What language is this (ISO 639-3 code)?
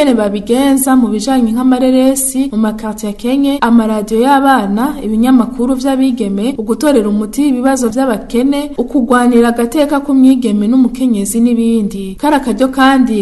run